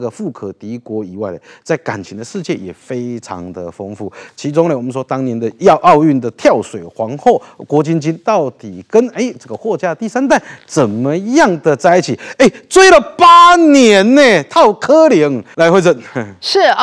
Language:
Chinese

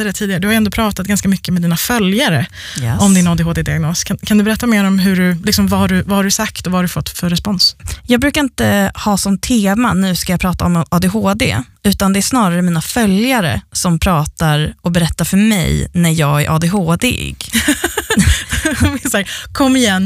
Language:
Swedish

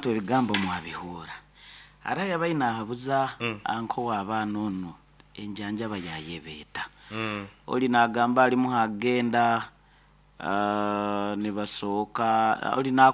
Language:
Nyoro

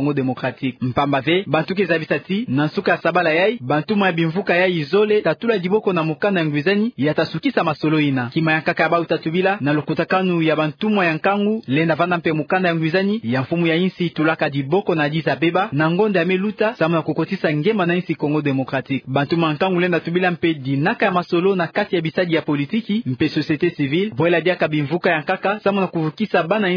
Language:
Kituba (Democratic Republic of Congo)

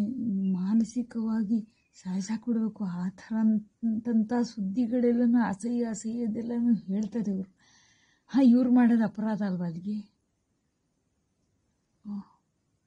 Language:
Kannada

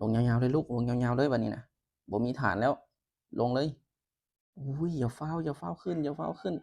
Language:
Lao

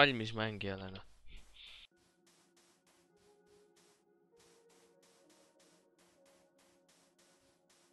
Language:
Estonian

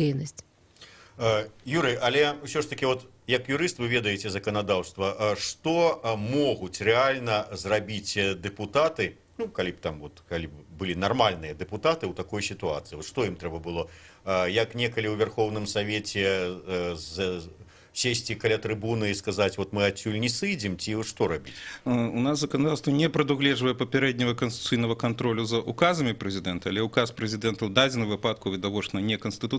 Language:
Belarusian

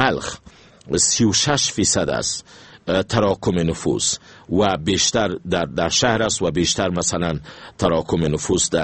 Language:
Persian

